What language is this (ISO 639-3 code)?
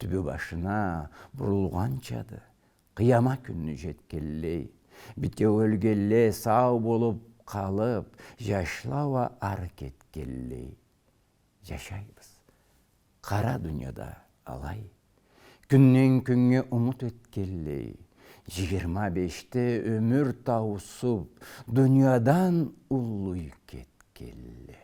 krc